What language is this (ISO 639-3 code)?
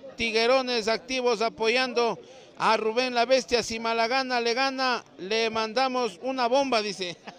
spa